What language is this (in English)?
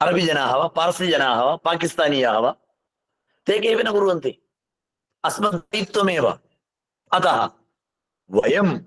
Sanskrit